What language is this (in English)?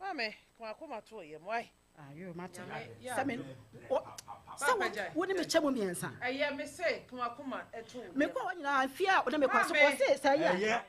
Akan